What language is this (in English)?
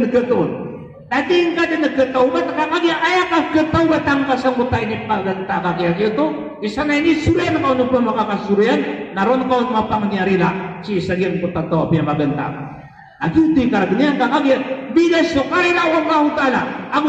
Maranao